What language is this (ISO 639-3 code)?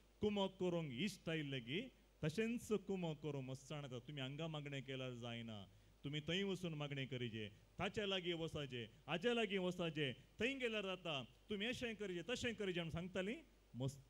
kok